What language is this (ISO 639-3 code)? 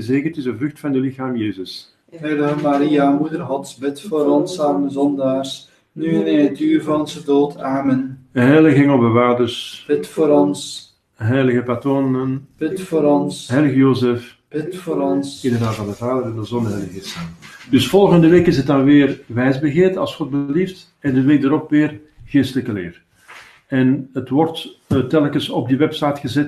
nld